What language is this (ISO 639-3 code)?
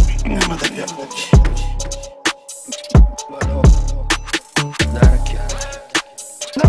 bul